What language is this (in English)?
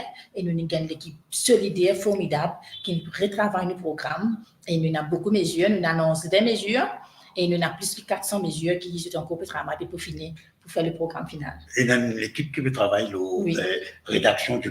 Morisyen